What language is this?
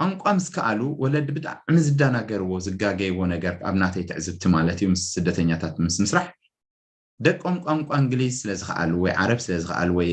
Tigrinya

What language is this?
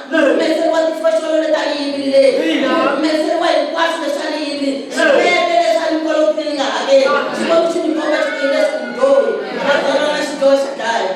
Venda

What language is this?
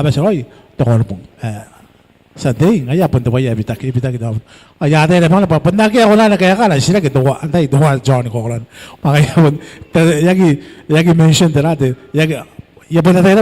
Gilbertese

